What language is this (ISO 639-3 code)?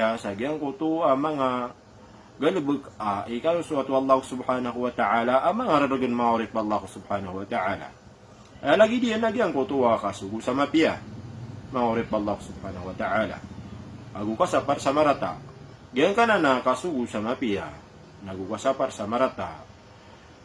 mrw